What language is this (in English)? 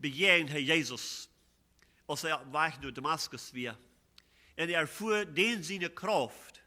Plautdietsch